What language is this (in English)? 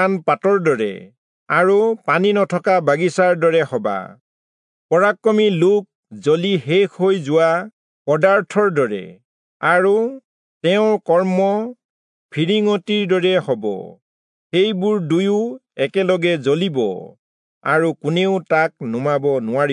Assamese